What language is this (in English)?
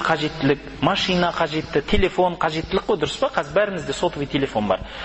Kazakh